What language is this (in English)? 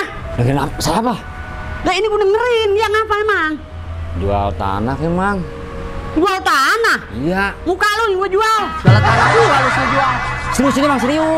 Betawi